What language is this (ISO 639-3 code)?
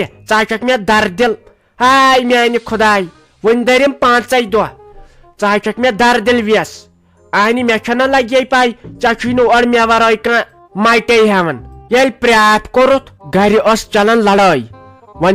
kas